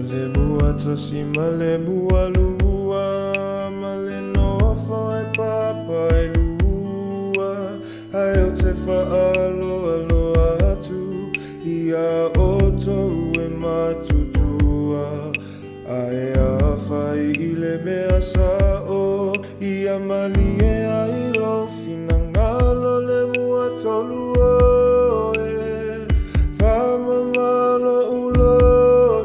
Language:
Samoan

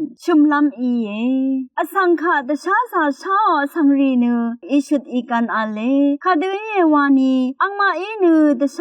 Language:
Rawang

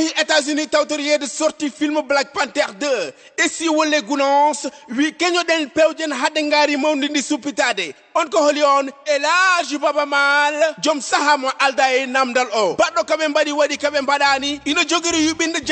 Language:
Fula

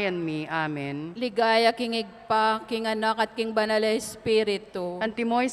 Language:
Pampanga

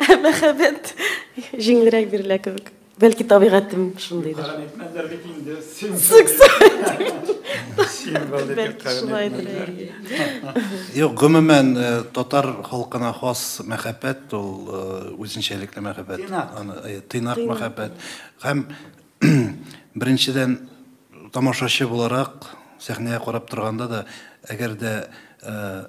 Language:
Tatar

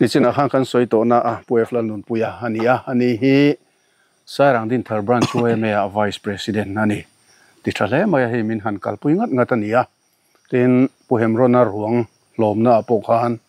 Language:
Mizo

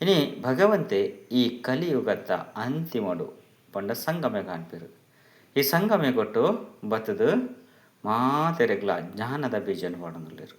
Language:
Tulu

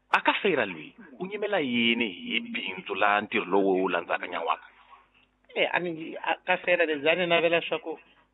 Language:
Tsonga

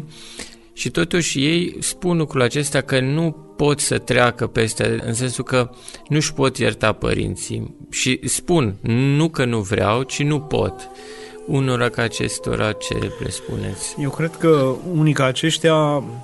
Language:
Romanian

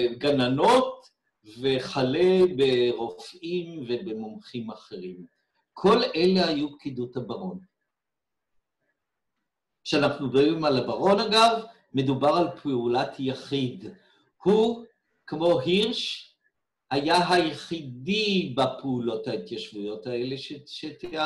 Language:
Hebrew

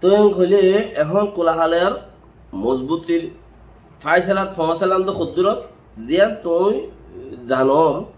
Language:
Rohingya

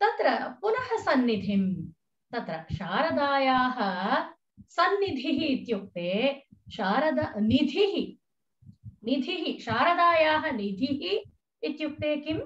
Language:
Sanskrit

